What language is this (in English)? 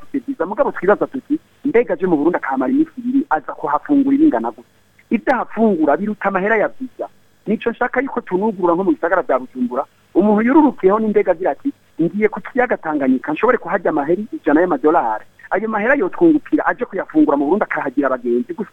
Rundi